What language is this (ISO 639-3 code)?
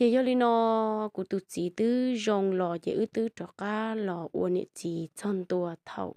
hmn